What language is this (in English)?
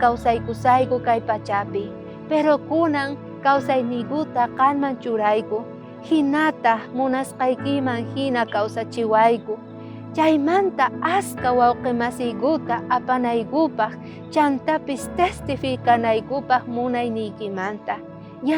South Bolivian Quechua